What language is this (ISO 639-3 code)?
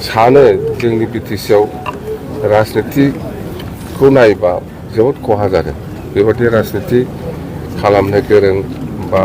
brx